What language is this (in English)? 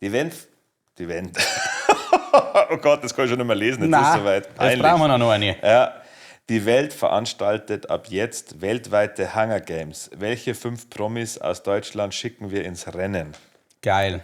Bavarian